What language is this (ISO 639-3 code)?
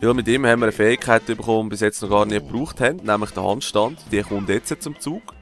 gsw